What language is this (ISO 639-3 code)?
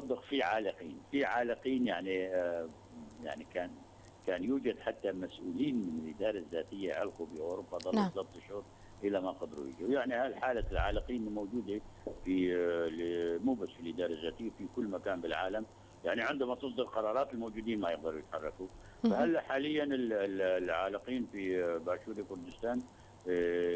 apc